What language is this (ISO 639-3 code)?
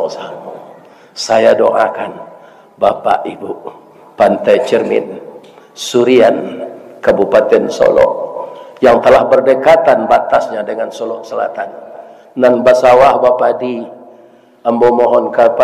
min